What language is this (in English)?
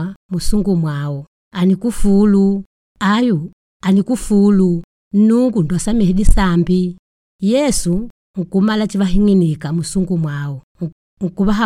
Makonde